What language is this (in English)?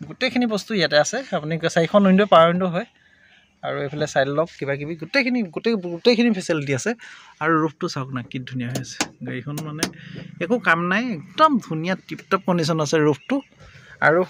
Assamese